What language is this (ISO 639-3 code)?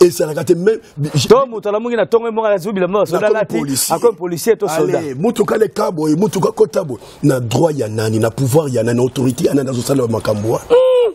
lin